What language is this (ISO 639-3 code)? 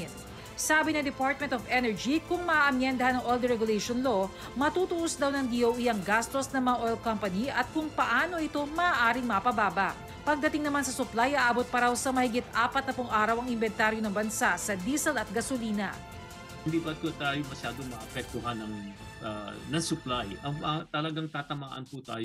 fil